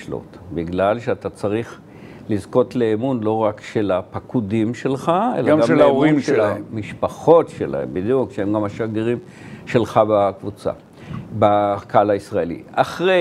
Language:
Hebrew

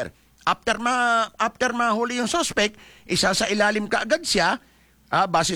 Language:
Filipino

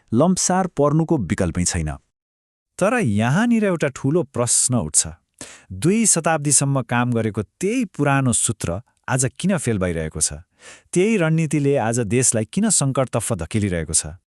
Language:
Nepali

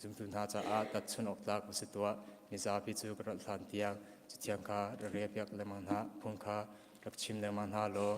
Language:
Hakha Chin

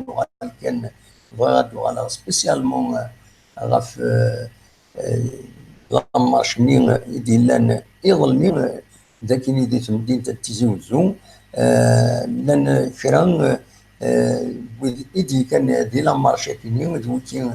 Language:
Kabyle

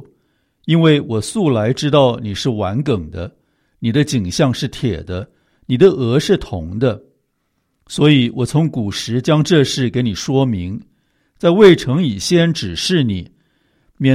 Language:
Chinese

